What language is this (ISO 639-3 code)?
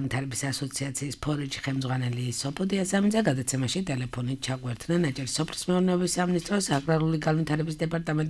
kat